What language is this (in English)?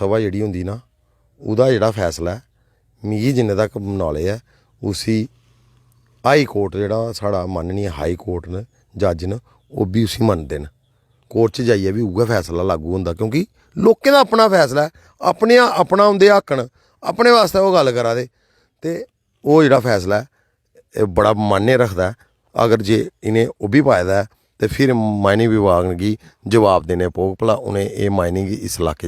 Dogri